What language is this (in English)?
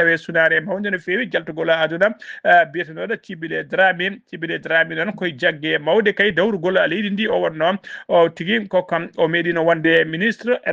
Fula